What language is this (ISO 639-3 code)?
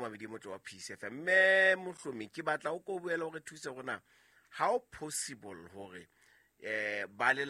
sot